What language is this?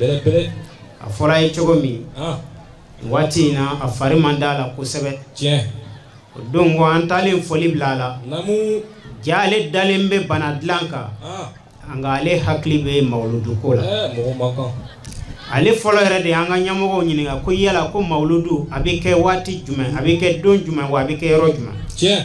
Bambara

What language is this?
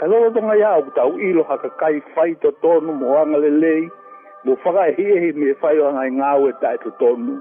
Tongan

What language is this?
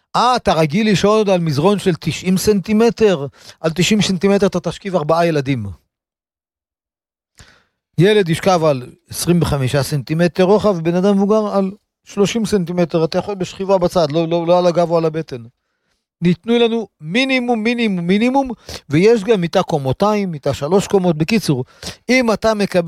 Hebrew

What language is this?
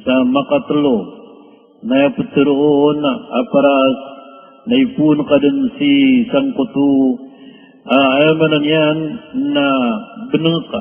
Maranao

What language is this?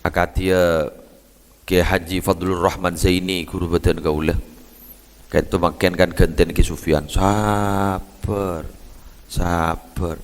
Madurese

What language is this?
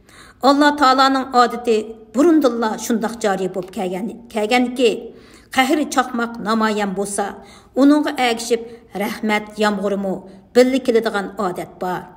Uyghur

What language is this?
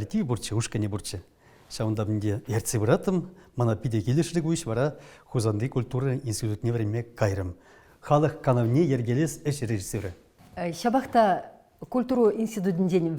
Chuvash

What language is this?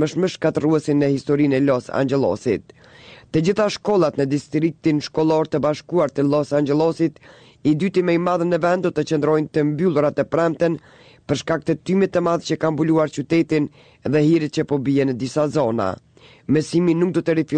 Albanian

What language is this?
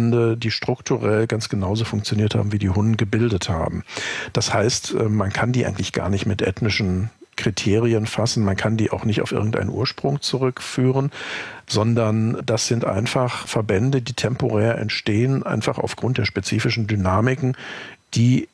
German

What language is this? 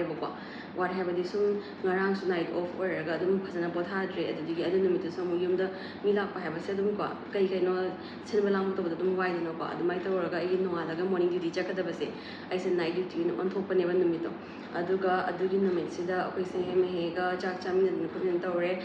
Manipuri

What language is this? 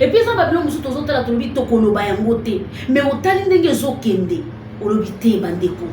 Lingala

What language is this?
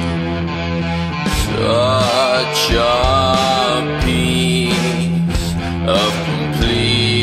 English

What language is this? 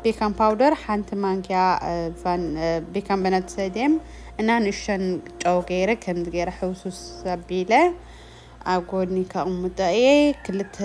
Tigrinya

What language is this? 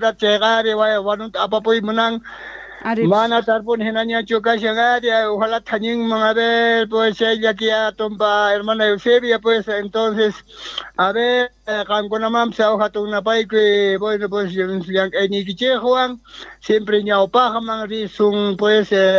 South Bolivian Quechua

